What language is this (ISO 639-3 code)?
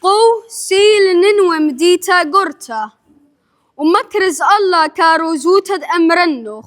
aii